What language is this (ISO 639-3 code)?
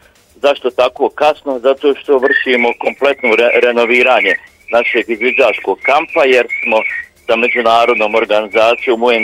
bos